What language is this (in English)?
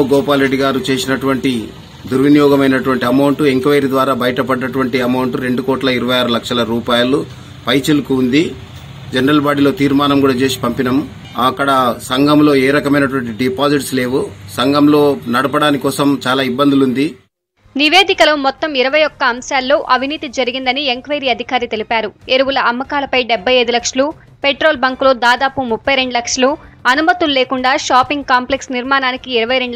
Telugu